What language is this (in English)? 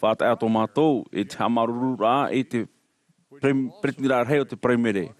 Tahitian